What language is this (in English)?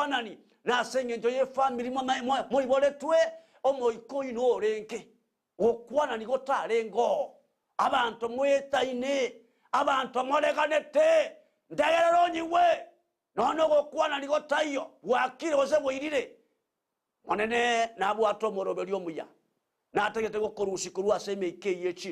Gusii